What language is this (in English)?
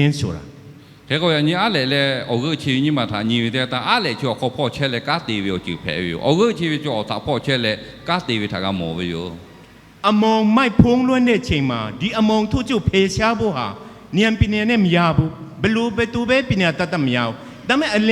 Lahu